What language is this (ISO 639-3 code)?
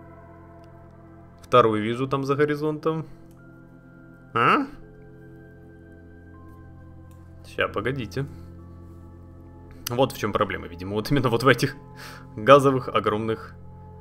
rus